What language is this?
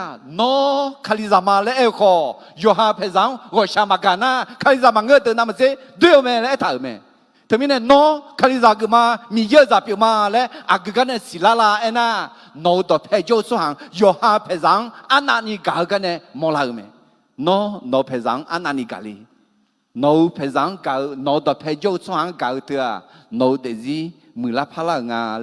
Akha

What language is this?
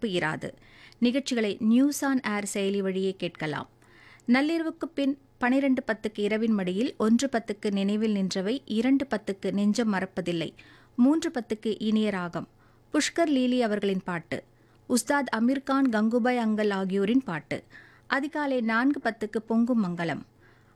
Tamil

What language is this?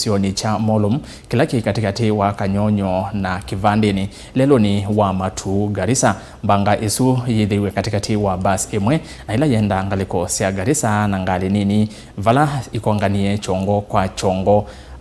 Kamba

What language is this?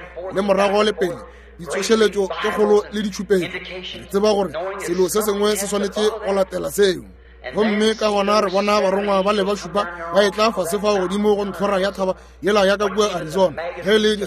Northern Sotho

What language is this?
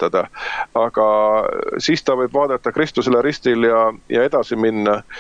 Estonian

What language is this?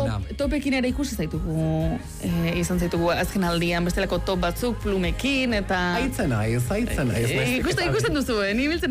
Basque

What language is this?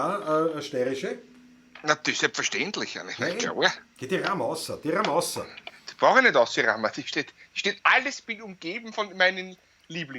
Bavarian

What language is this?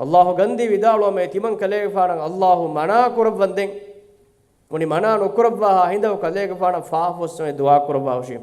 Divehi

